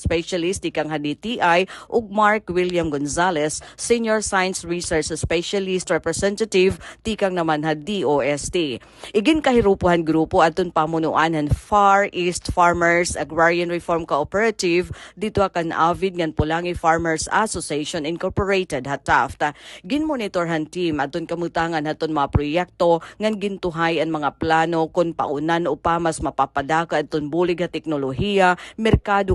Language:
Waray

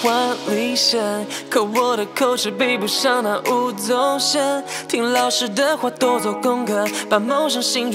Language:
Chinese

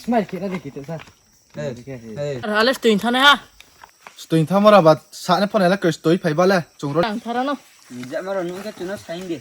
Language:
Riang (India)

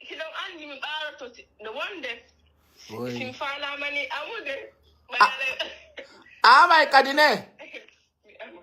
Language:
Pular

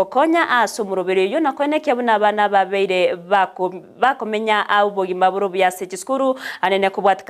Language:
Gusii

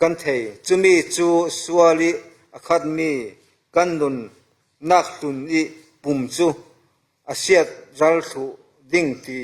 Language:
Falam Chin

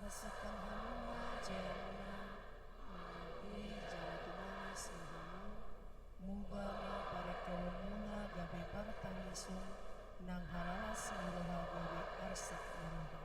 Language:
Batak Toba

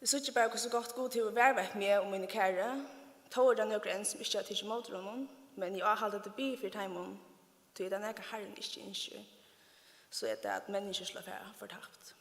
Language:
Faroese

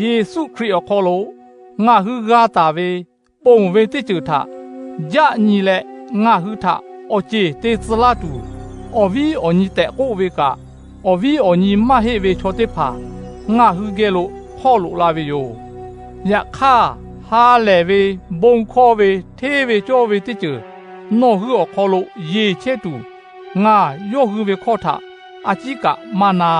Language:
Lahu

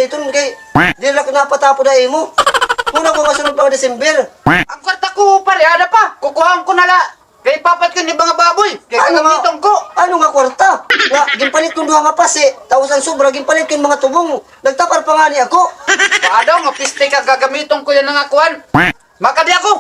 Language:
Waray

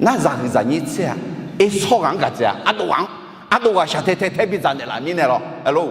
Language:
Akha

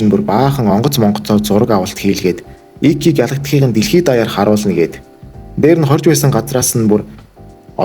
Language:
Mongolian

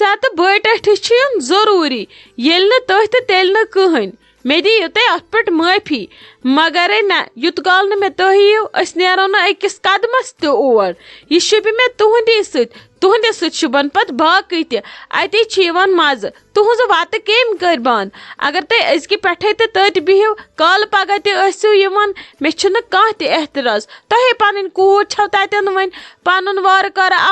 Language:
Kashmiri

